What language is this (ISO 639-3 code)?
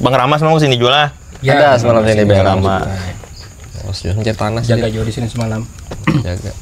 bjn